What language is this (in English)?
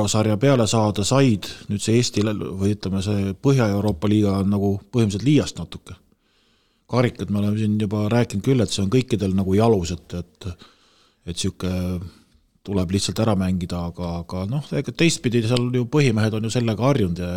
Estonian